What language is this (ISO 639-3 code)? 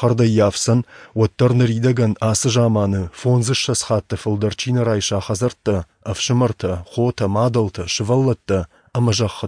oss